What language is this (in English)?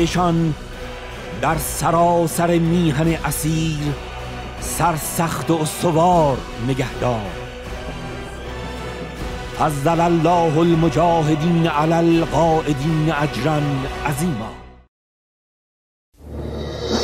Persian